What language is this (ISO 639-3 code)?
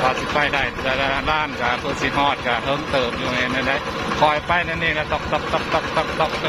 tts